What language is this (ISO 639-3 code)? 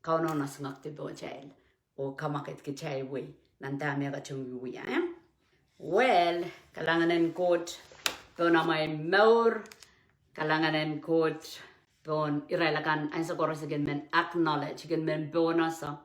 pon